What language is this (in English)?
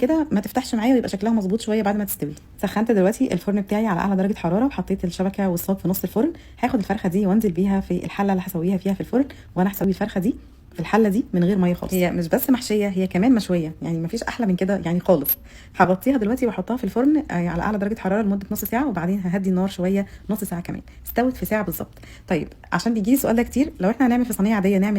Egyptian Arabic